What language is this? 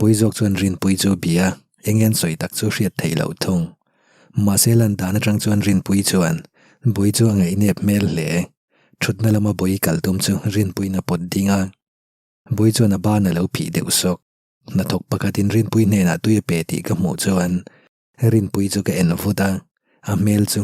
Mizo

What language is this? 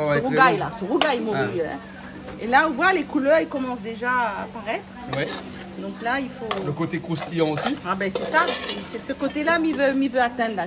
Réunion Creole French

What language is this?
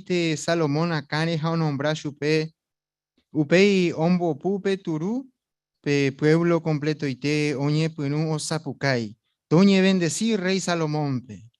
Guarani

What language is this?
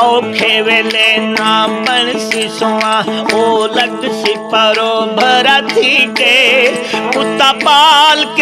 Saraiki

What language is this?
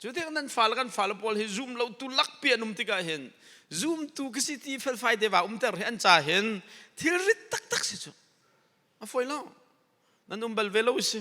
Hakha Chin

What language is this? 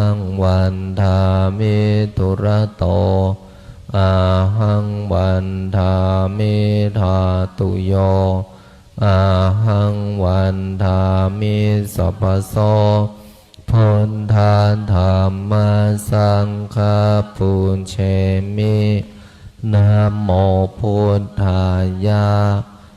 Pali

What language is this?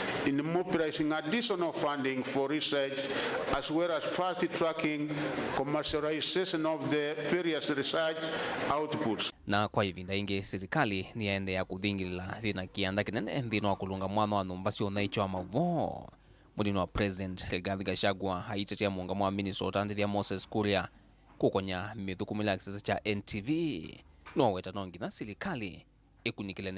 Kamba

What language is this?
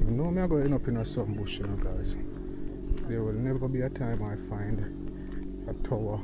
Jamaican Creole English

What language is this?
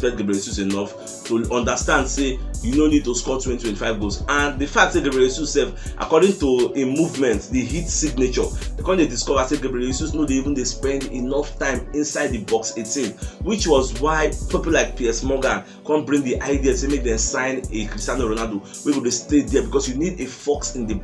Nigerian Pidgin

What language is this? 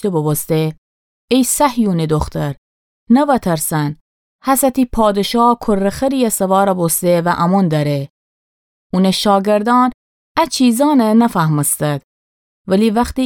Gilaki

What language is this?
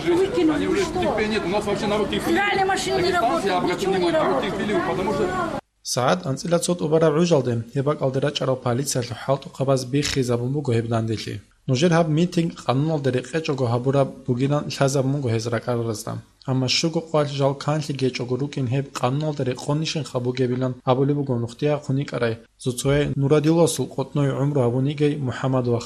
Avaric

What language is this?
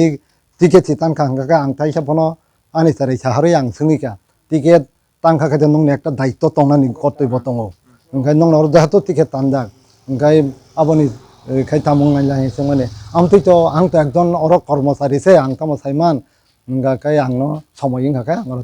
Kok Borok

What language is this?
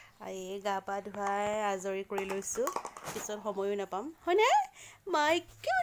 Assamese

